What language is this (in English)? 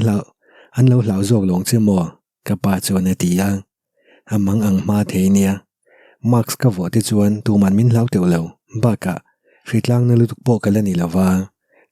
Mizo